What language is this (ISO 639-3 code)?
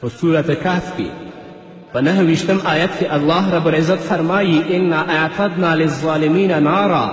pus